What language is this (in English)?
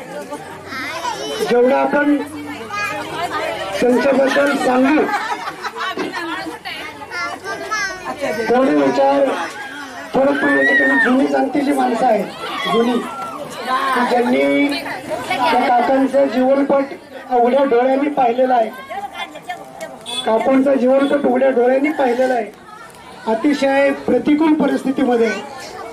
Marathi